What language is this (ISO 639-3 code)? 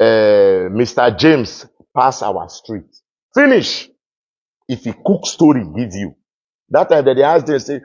pcm